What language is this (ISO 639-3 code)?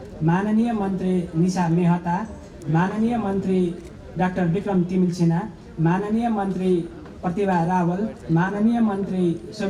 nep